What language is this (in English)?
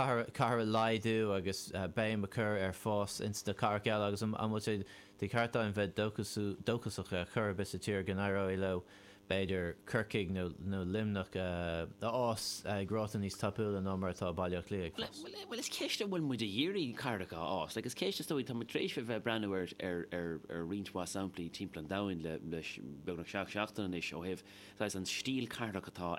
Irish